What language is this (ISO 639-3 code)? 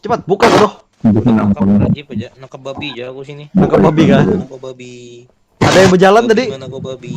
bjn